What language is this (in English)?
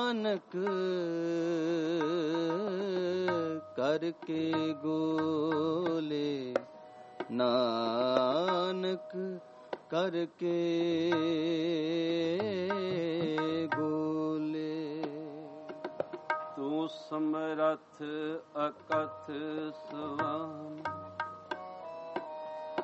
Punjabi